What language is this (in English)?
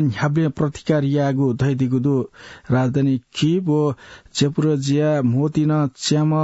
Newari